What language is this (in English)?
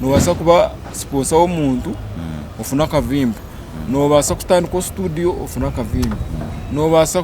Nyankole